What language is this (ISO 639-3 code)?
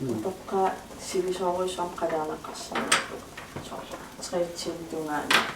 kal